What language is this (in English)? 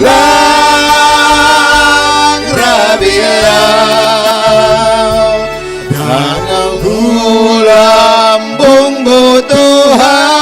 Batak Simalungun